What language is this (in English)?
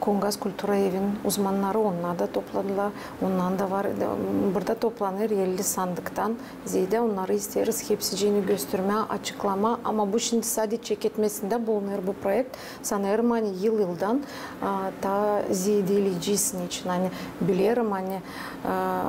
Gagauz